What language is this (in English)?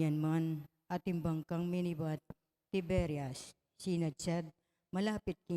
Pampanga